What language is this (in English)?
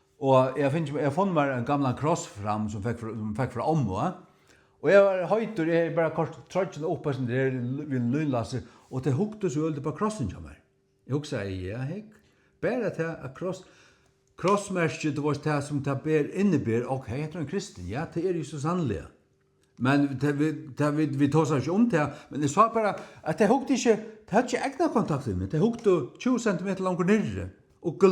Faroese